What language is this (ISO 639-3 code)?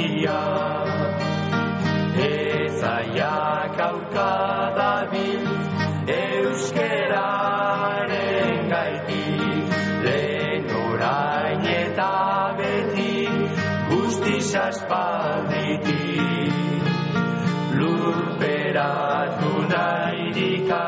eus